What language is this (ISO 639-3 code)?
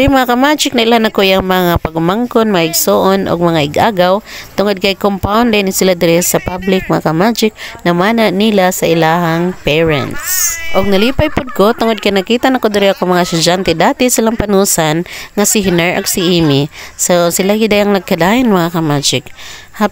ceb